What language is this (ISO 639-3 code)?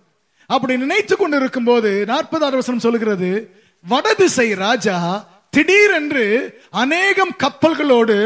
tam